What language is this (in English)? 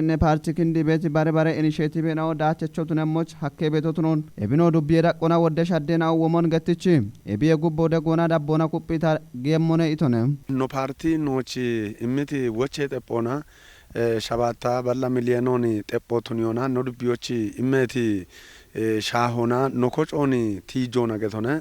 Kafa